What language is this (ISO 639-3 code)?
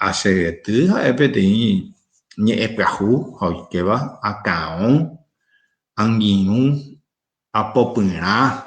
grn